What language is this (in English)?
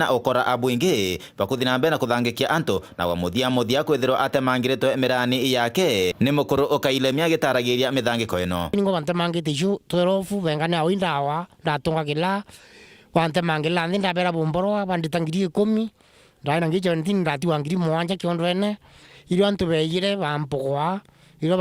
Meru